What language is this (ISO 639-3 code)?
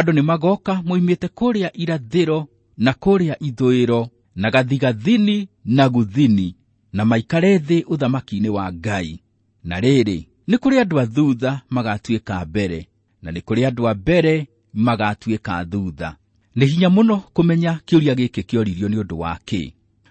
kik